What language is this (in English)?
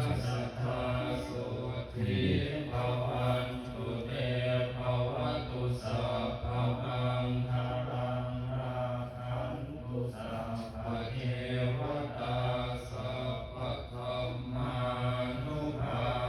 Pali